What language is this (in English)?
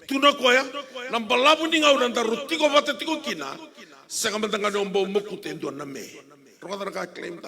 Fijian